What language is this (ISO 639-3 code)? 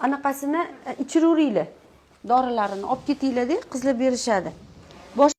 uzb